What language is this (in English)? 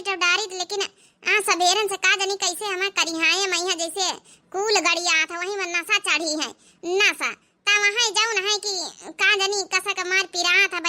Awadhi